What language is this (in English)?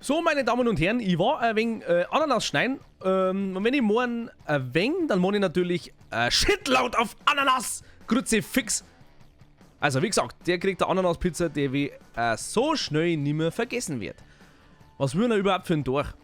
Bavarian